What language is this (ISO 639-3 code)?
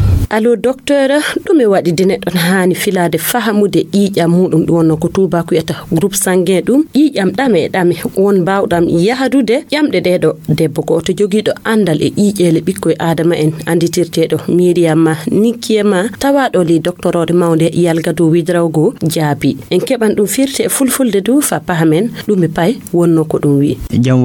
fuv